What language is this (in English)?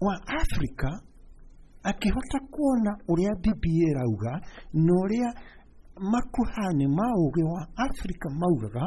Kikuyu